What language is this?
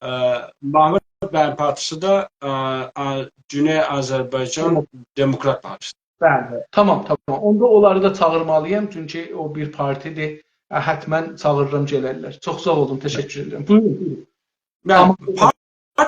South Azerbaijani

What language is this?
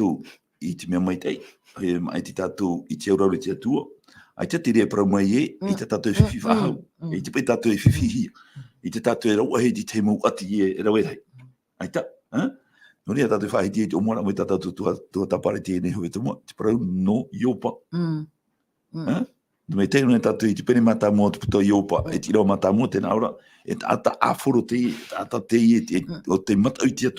Tahitian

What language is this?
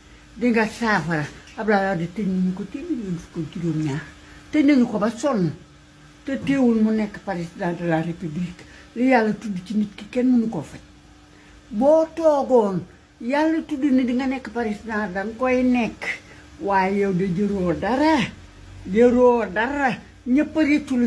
Wolof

